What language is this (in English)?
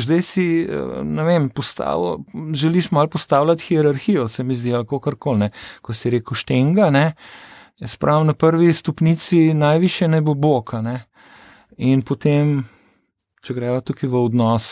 Slovenian